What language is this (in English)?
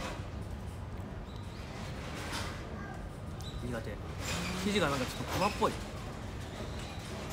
Japanese